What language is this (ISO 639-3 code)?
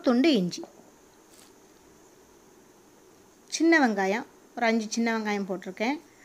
tam